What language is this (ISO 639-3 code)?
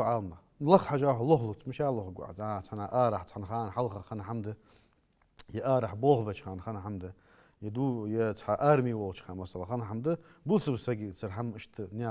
inh